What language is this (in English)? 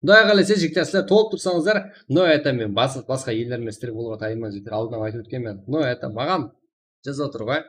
Kara-Kalpak